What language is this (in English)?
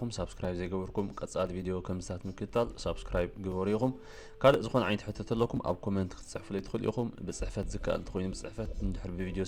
Tigrinya